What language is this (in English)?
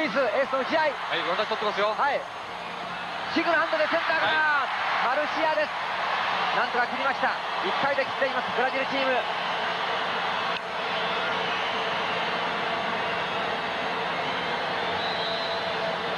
Japanese